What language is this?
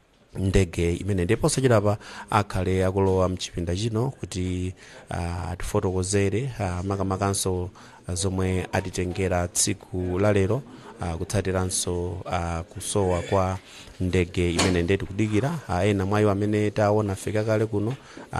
Nyanja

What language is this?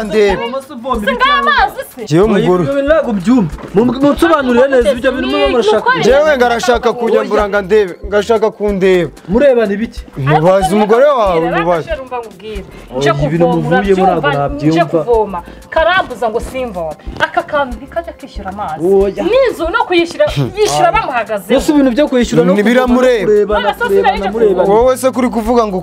Kinyarwanda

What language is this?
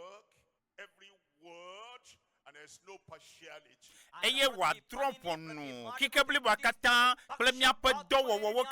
Ewe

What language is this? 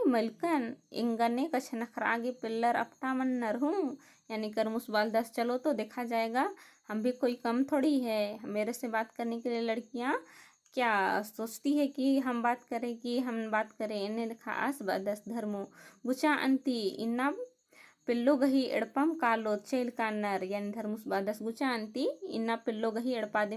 Kurukh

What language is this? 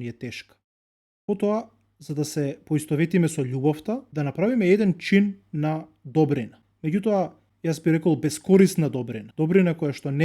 Macedonian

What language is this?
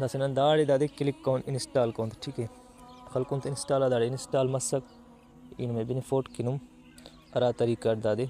Brahui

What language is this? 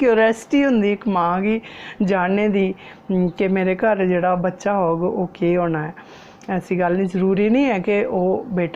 Dogri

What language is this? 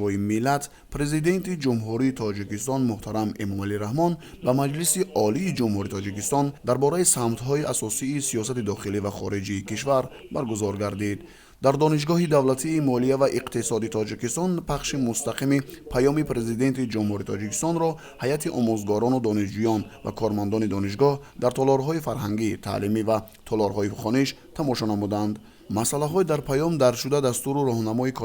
Tajik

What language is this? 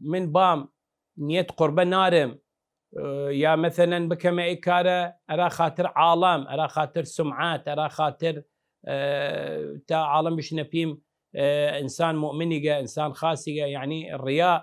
Southern Kurdish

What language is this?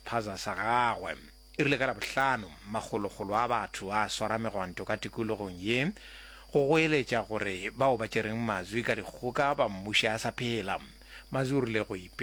Northern Sotho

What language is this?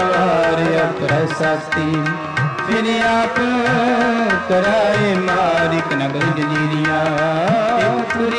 Punjabi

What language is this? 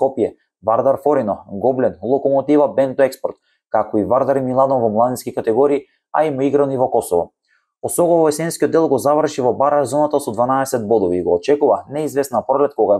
Macedonian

